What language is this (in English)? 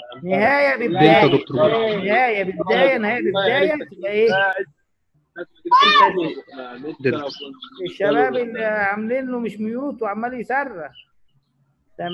Egyptian Arabic